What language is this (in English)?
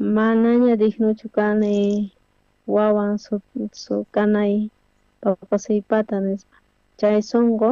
South Bolivian Quechua